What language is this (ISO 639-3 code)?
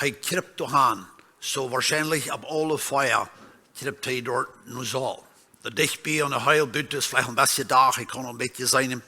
pdt